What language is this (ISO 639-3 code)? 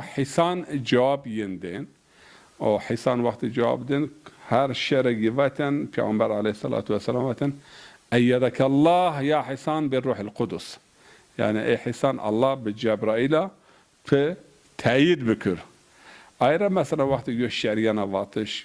zza